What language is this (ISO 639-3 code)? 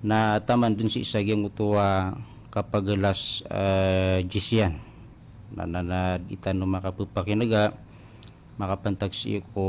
mrw